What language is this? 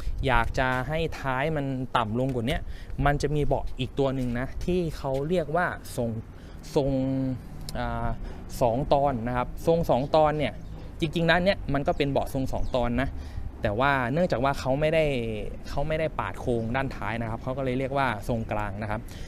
Thai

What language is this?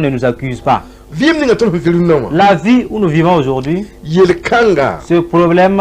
Mossi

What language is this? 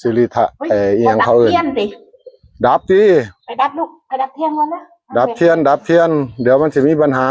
Northeastern Thai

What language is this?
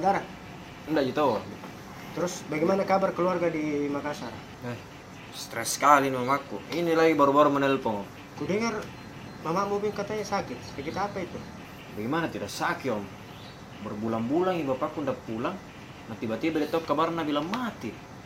Makassar Malay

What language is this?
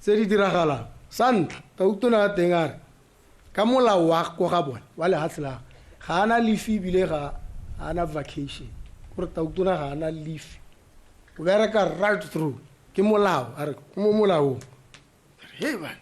Tswana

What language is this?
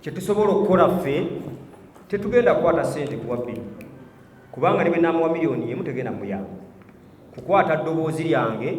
Ganda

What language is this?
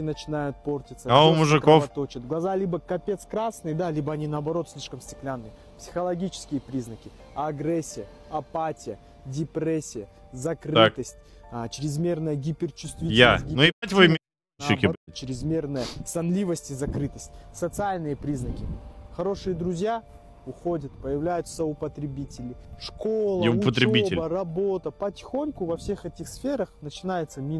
Russian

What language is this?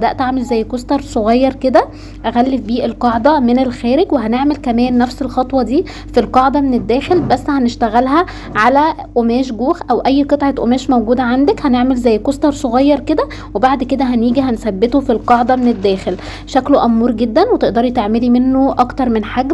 Egyptian Arabic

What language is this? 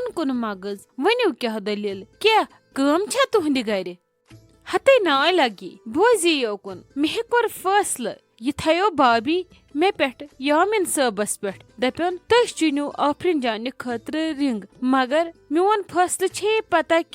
Kashmiri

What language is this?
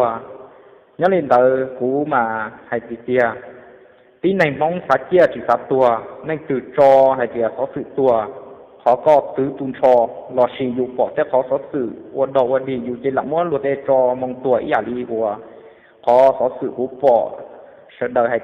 Hmong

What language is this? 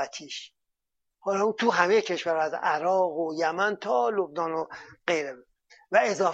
Persian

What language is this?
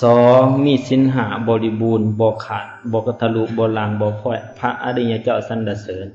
Lao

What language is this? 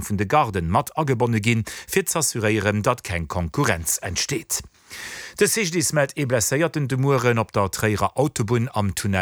Luxembourgish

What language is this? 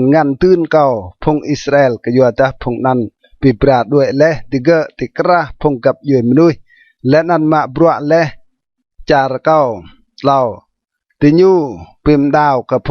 Rade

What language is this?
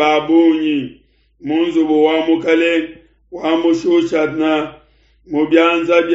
Luba-Lulua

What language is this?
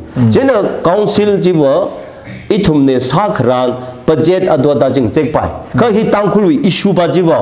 Tangkhul Naga (India)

